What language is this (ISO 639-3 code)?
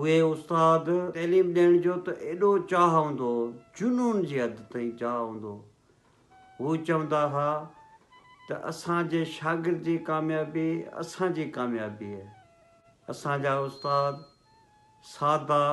snd